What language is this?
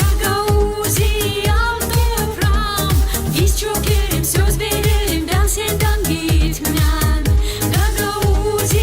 Gagauz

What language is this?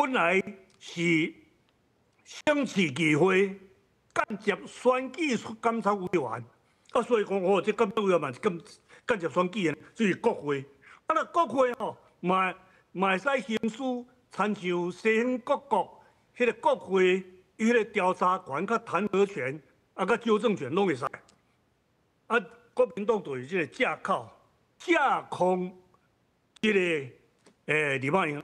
Min Nan Chinese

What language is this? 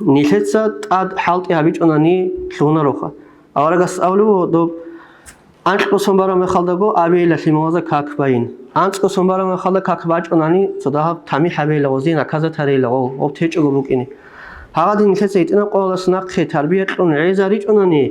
Avaric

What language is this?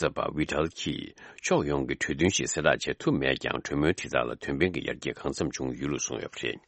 Tibetan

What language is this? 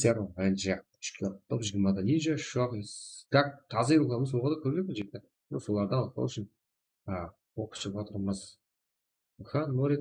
Kara-Kalpak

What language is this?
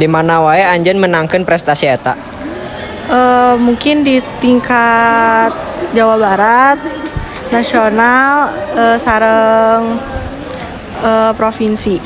Sundanese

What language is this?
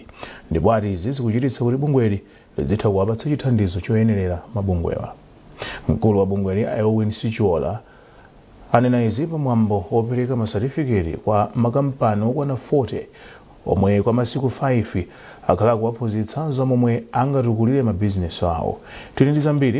Nyanja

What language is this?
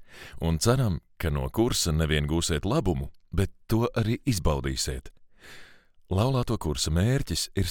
Latvian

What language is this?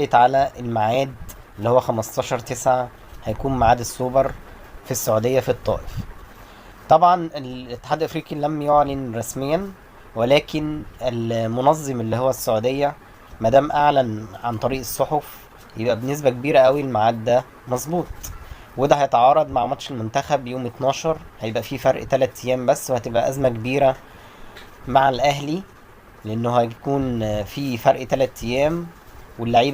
Egyptian Arabic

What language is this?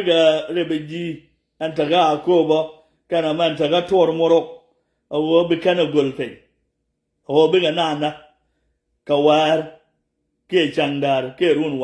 Nuer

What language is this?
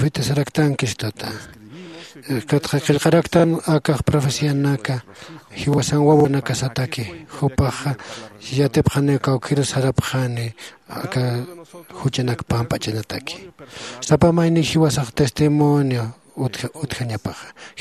Aymara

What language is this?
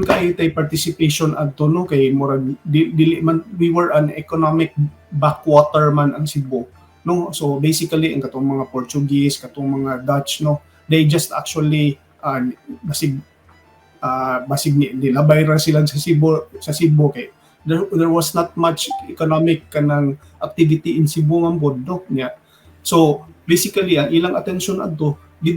Cebuano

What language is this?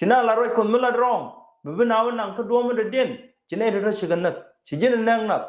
Nuer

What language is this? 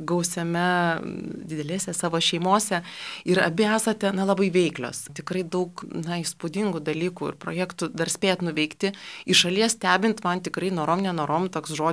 Lithuanian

